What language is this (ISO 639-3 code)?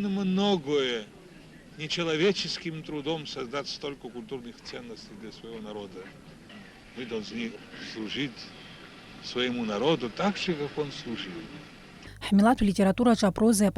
abk